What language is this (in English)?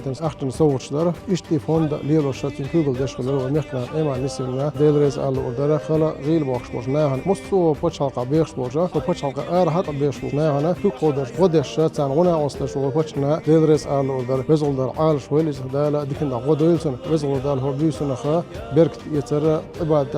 Chechen